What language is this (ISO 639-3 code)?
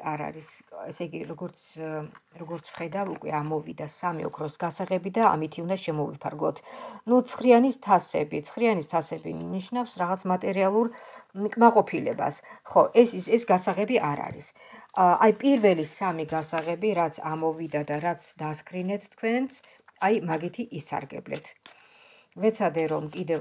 kat